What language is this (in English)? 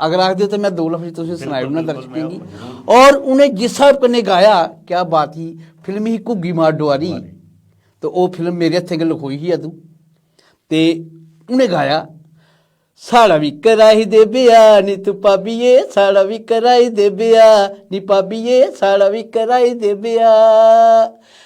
Dogri